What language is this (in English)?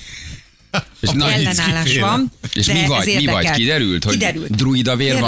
Hungarian